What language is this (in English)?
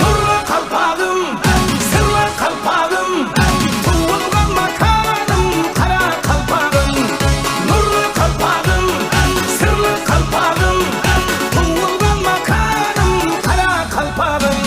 Kara-Kalpak